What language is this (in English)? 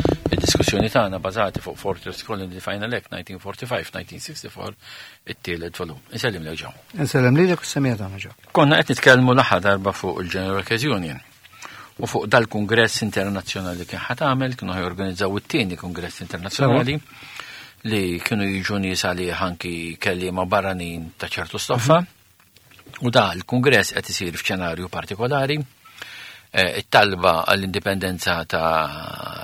Maltese